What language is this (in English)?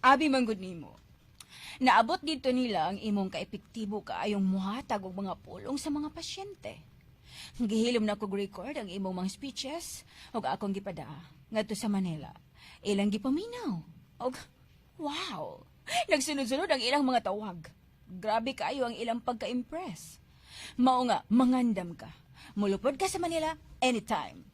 Cebuano